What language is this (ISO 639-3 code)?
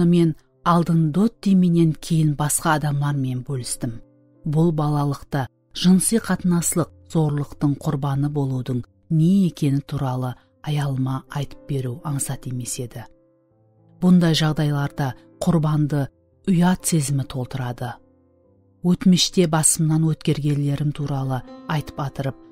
kaa